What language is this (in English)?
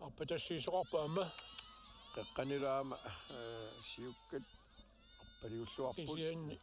Kalaallisut